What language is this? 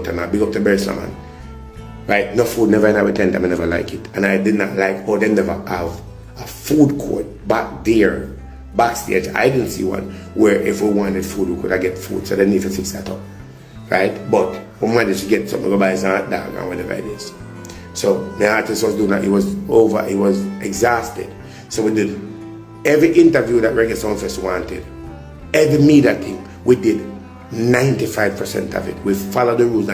Jamaican Creole English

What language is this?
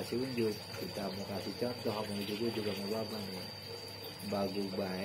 Betawi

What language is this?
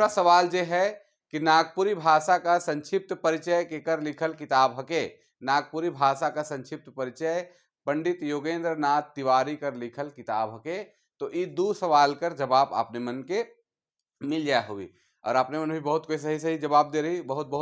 Sadri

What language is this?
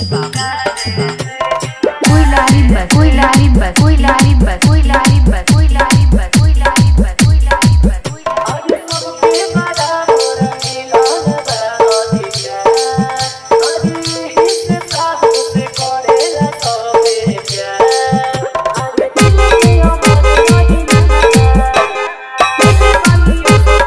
Bhojpuri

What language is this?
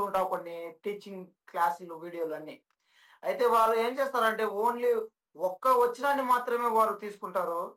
Telugu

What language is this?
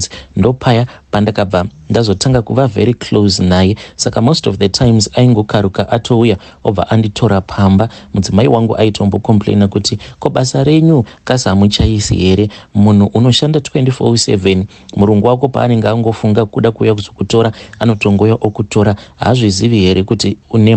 Shona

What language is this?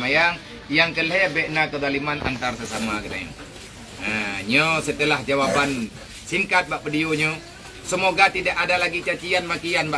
Achinese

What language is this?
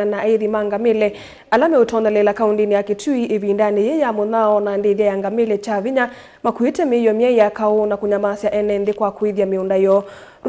Kamba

